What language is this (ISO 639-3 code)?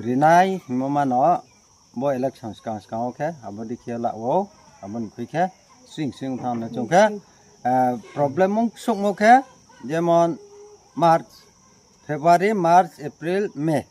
ria